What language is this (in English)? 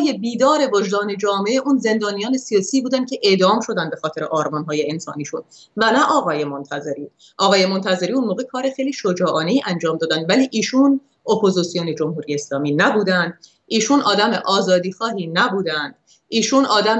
Persian